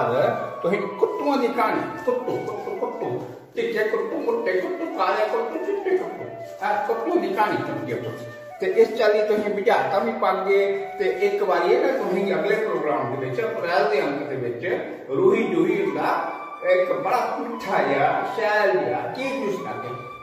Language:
Dogri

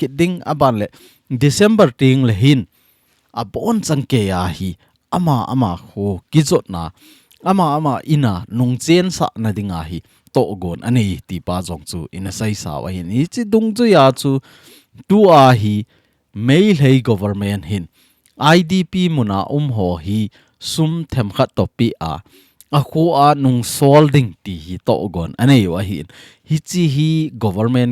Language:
Thado Chin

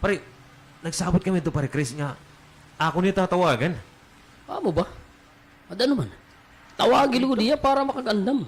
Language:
Waray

